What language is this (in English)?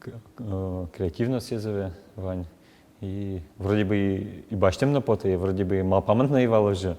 Udmurt